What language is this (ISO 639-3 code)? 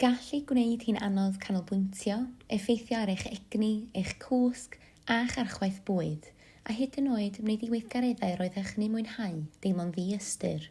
cym